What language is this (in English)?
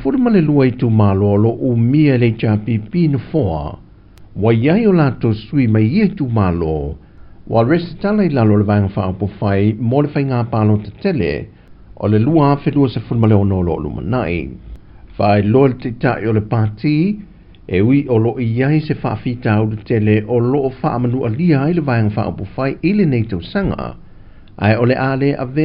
Samoan